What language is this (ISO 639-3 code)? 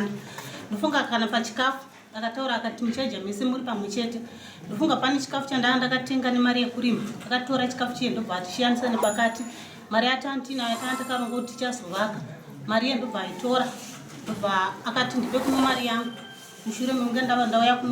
sna